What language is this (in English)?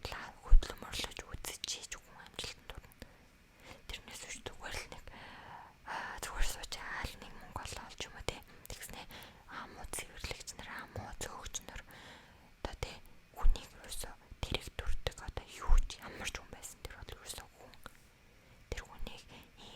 Mongolian